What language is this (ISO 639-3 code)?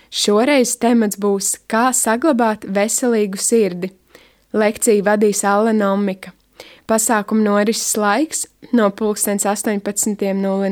lav